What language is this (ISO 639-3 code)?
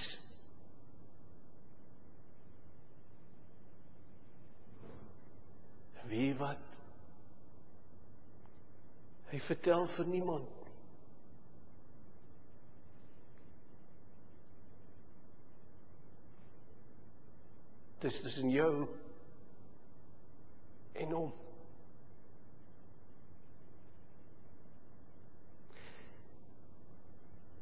afr